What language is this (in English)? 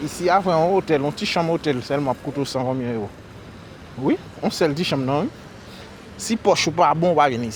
Haitian Creole